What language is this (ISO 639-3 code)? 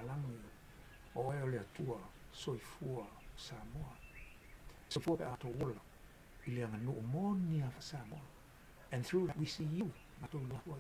smo